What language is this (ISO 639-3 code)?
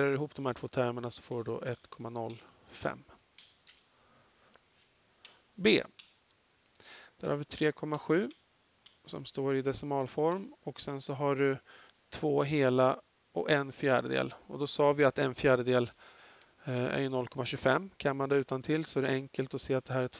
swe